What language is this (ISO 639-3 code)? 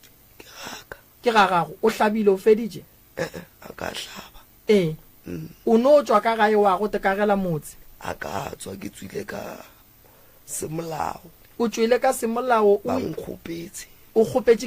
nso